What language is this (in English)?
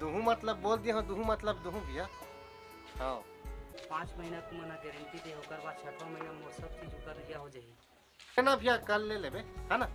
Chhattisgarhi